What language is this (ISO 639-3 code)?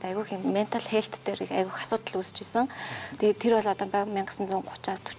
mon